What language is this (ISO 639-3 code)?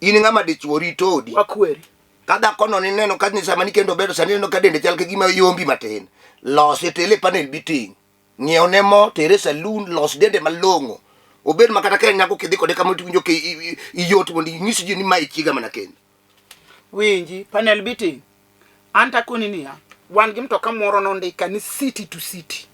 luo